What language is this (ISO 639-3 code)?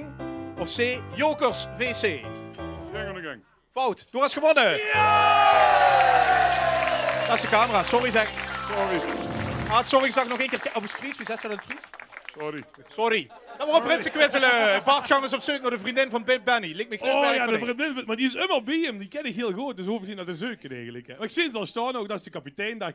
lim